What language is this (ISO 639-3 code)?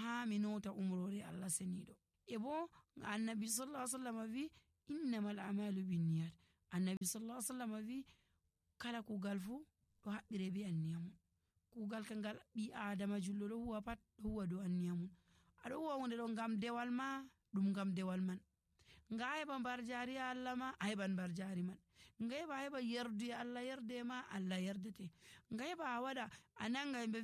fuv